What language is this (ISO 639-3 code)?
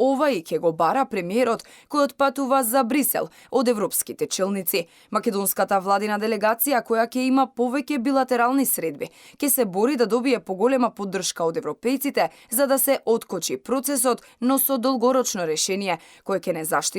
mkd